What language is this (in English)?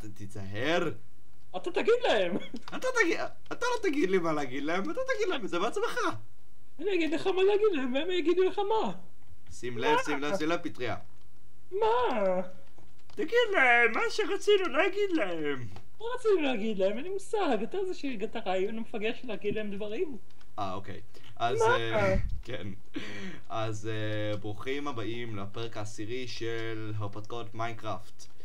Hebrew